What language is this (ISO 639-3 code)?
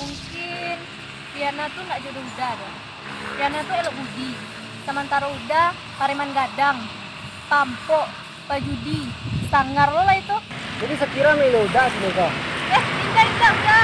min